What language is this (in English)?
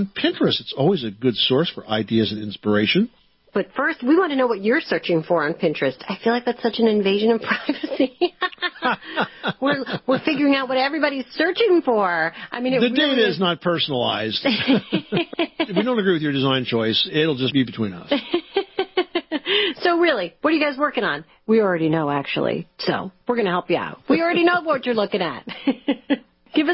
English